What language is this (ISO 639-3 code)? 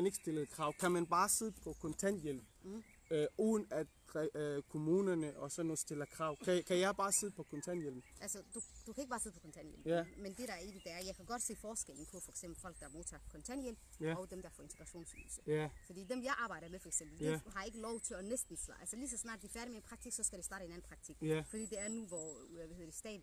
dan